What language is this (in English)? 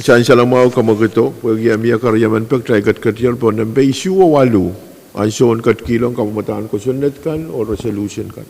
Pohnpeian